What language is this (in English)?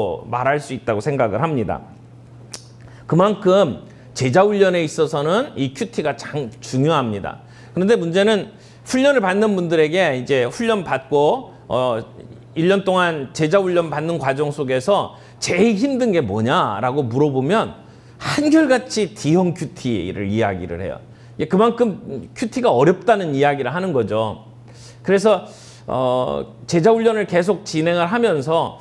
Korean